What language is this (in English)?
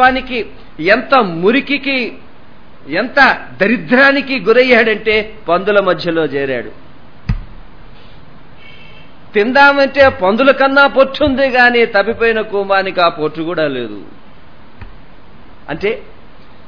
Telugu